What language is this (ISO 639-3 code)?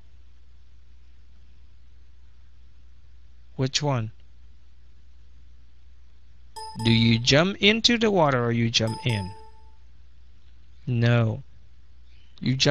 vie